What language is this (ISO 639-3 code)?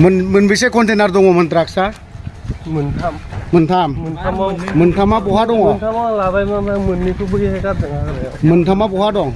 brx